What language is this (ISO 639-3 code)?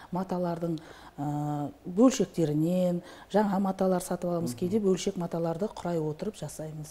kaz